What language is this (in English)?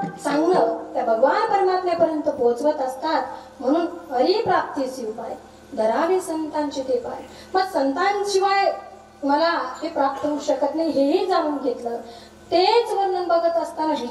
Marathi